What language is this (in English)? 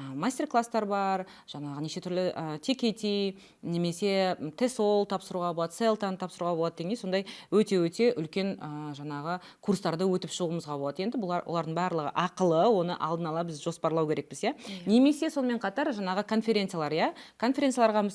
Kazakh